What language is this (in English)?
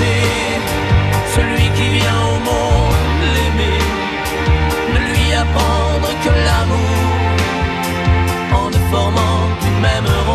French